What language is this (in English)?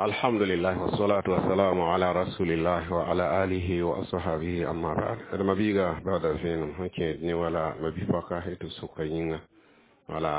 Mossi